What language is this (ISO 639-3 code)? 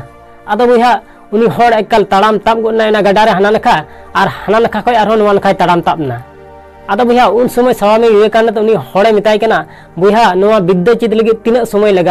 sat